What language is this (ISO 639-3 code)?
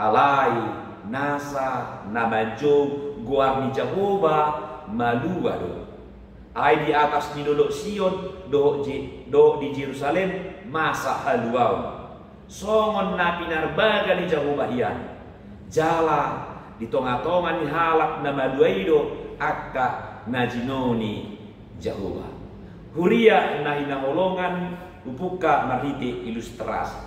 bbc